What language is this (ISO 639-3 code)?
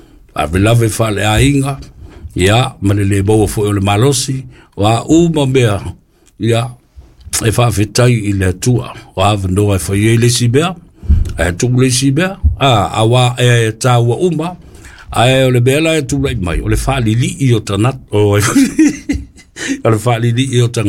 smo